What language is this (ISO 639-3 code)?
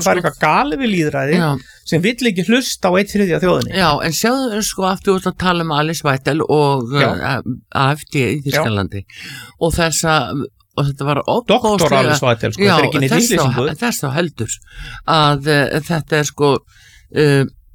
isl